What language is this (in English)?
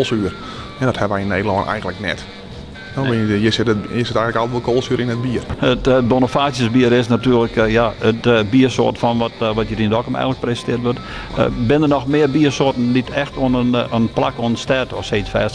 Western Frisian